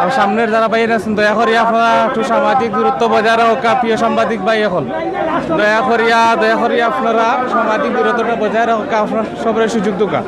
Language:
Sylheti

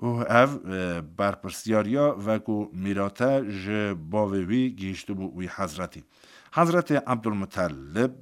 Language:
Kurdish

